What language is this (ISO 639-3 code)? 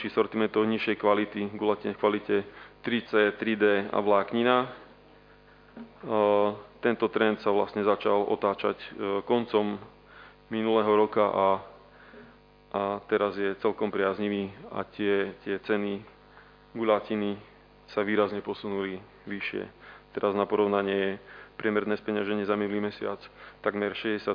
slk